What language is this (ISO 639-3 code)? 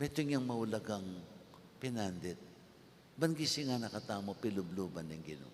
pam